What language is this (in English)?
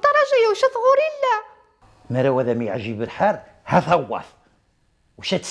Riffian